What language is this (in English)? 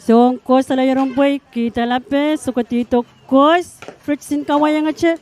Pohnpeian